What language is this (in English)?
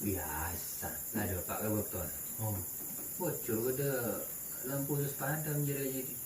Madurese